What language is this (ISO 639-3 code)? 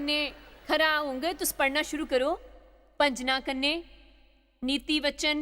doi